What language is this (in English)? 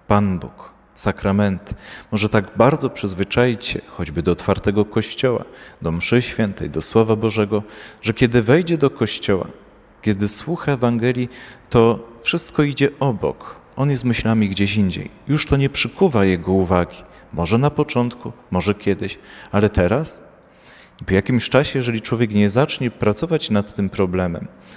Polish